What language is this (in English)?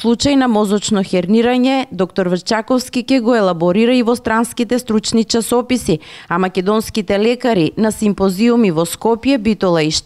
Macedonian